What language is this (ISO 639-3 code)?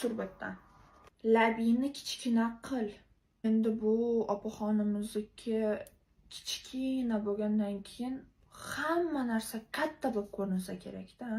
uzb